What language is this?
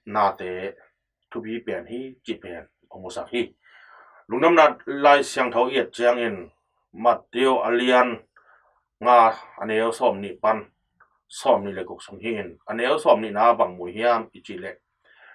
Tedim Chin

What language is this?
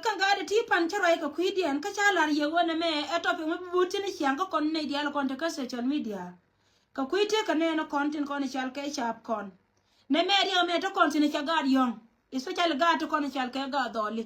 Nuer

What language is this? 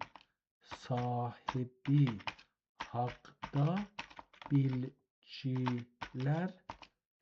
South Azerbaijani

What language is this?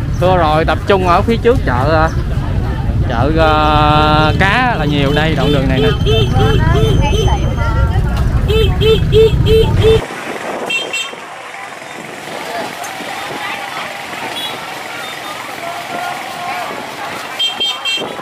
Vietnamese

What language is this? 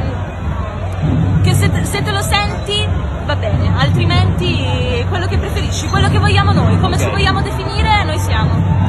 Italian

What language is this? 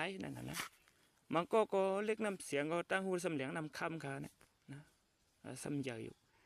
Shan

